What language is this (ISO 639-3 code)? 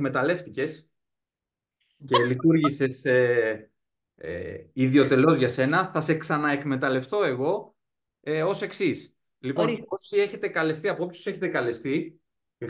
ell